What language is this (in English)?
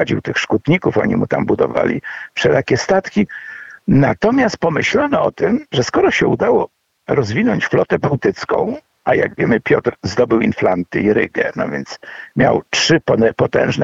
Polish